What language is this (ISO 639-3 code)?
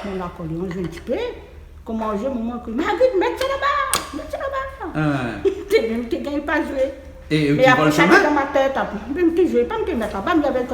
rcf